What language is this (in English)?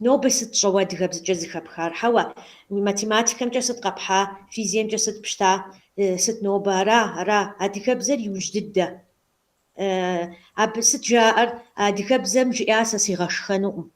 Kabardian